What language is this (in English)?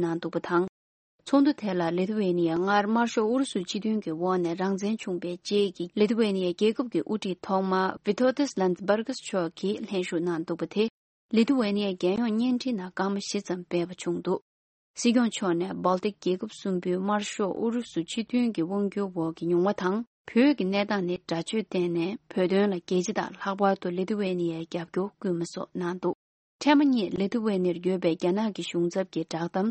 Tibetan